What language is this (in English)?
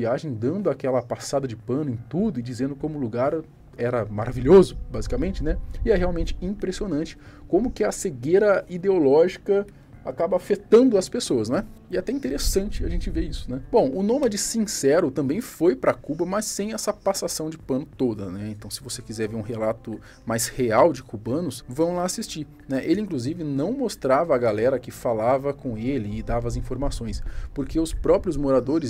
Portuguese